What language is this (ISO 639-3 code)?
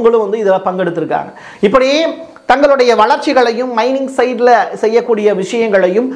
tam